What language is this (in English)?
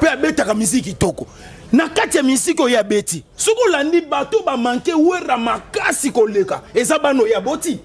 Lingala